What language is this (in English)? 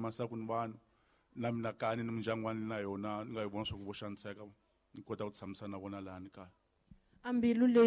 Tsonga